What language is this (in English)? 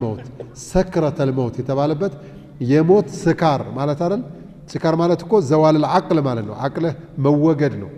Amharic